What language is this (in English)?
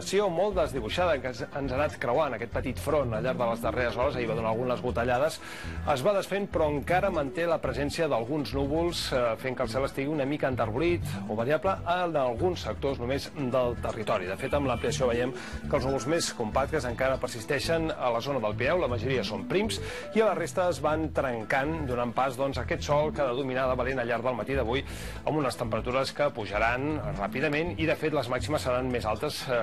Catalan